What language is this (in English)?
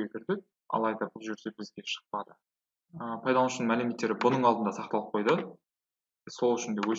Kazakh